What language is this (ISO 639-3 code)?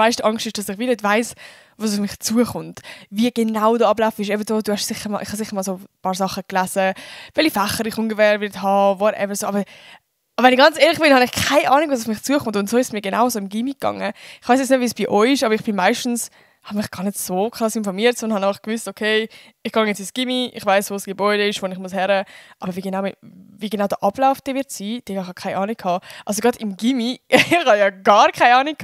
gsw